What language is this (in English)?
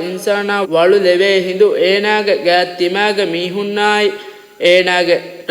Divehi